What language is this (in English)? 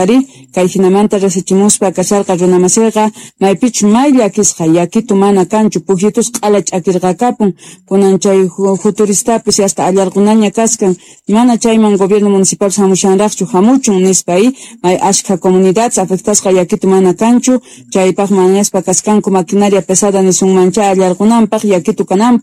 South Bolivian Quechua